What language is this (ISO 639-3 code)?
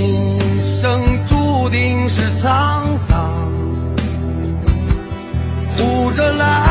zho